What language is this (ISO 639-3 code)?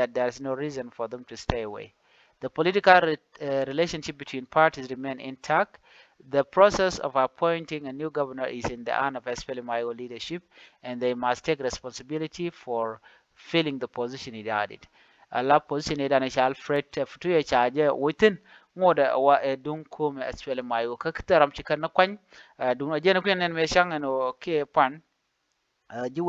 nus